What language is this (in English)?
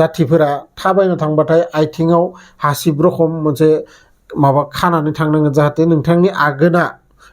Bodo